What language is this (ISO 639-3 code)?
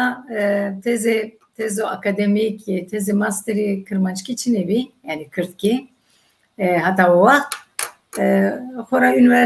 zza